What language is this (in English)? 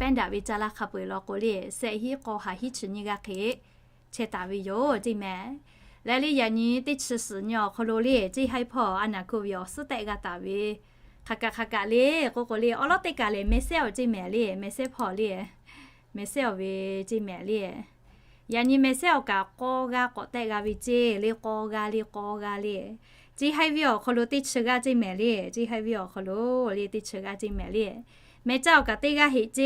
Lahu